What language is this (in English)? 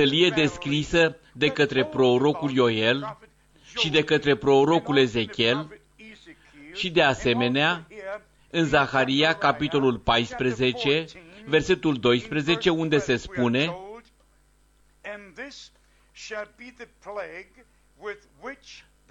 Romanian